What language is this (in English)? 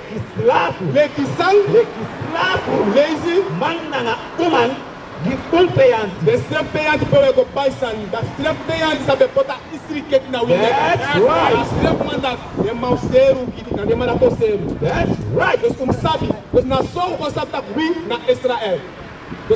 Sranan Tongo